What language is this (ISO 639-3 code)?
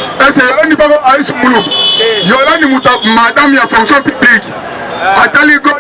lin